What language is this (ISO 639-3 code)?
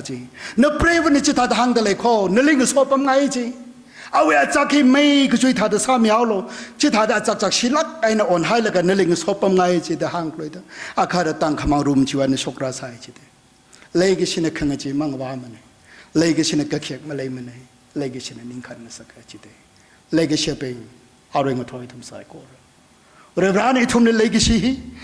nmf